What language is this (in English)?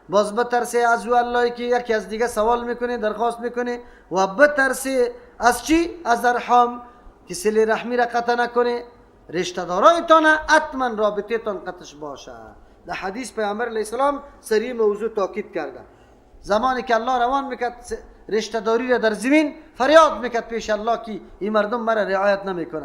Persian